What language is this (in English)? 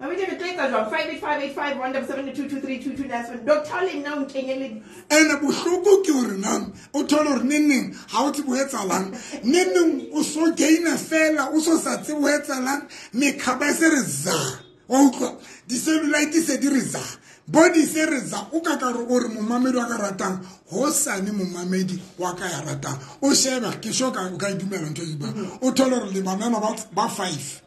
Southern Sotho